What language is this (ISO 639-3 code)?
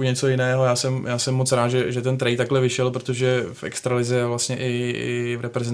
ces